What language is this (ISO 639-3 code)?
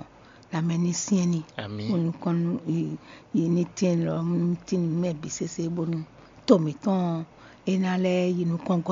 fon